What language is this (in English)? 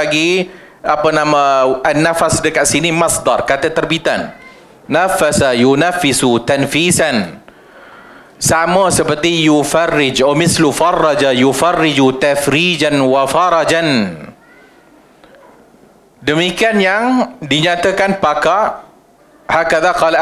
Malay